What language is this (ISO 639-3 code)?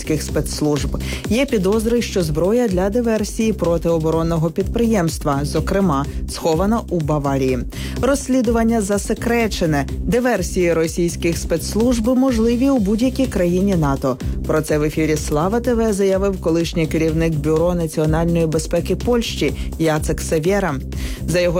ukr